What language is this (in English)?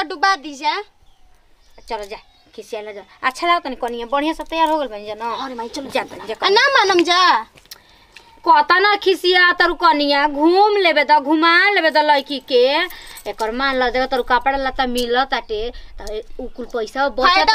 Bhojpuri